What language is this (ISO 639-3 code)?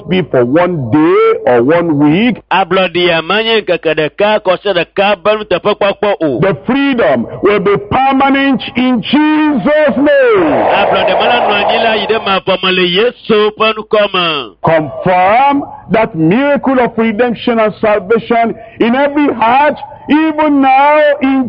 ewe